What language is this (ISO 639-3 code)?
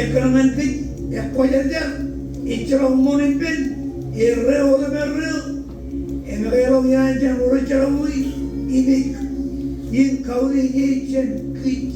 mah